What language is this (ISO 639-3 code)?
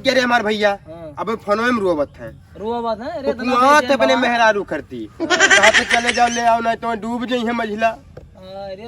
awa